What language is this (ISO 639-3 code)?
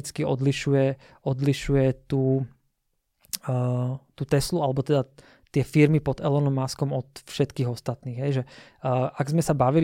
slk